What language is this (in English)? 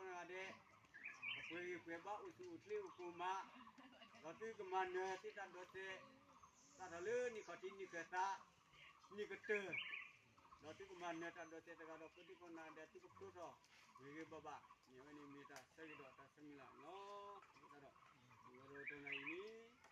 S'gaw Karen